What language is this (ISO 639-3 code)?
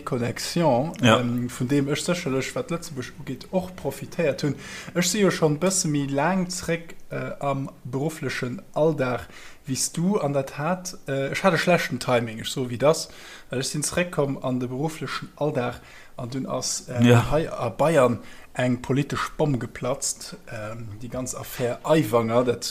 ltz